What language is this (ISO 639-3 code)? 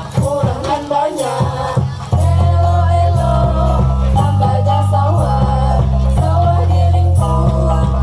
min